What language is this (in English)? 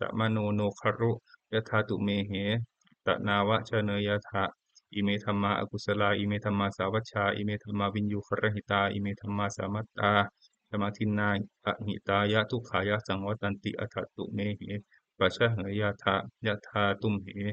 Pali